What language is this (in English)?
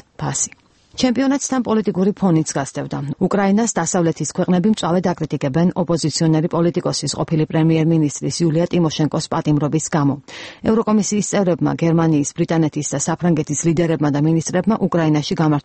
Georgian